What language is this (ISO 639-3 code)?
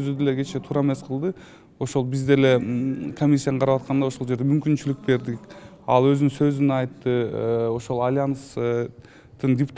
kir